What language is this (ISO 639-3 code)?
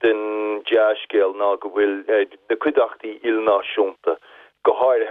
gle